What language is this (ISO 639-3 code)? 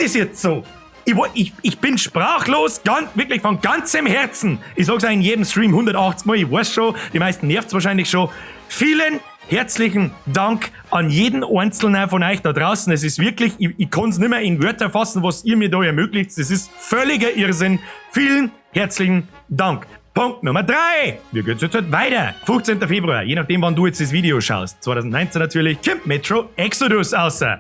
bar